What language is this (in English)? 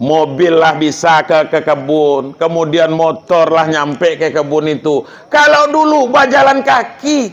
Minangkabau